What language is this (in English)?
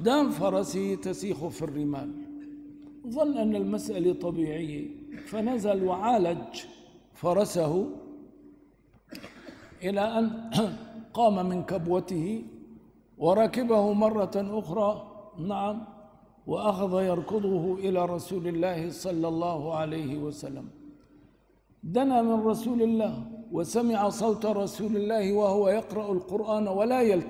Arabic